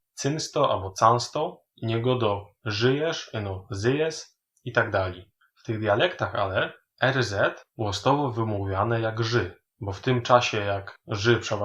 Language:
Silesian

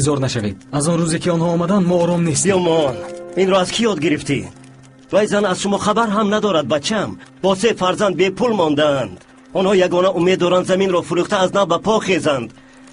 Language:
Tajik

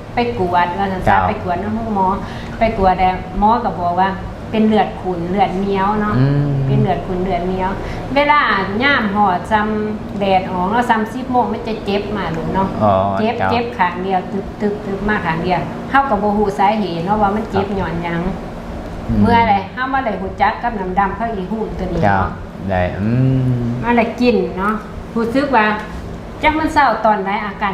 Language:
Lao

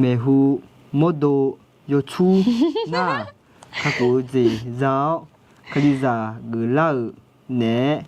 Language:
Akha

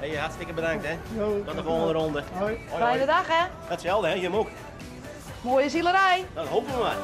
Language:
Western Frisian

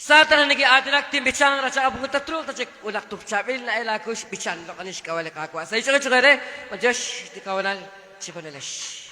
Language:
Kekchí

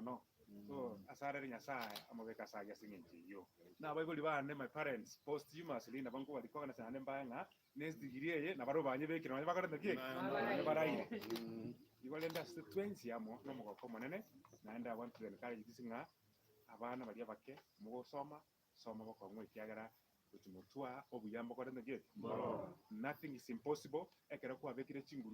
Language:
Gusii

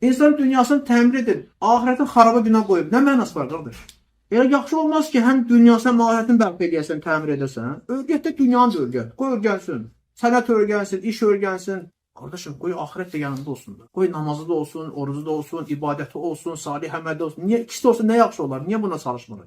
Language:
Azerbaijani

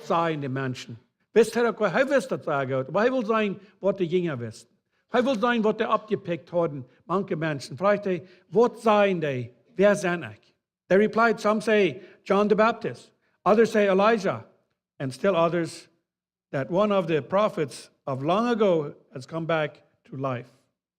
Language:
Plautdietsch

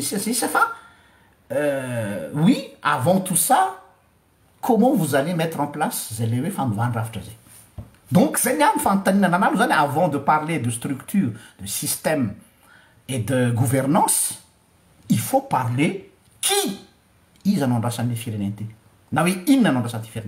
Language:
Malagasy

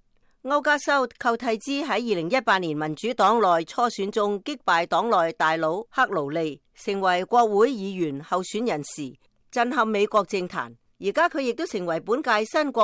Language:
Cantonese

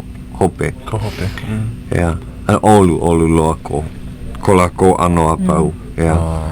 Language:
Hawaiian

